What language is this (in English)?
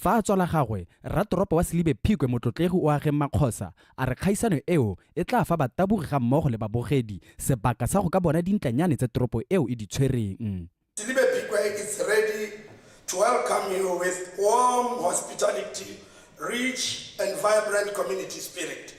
Tswana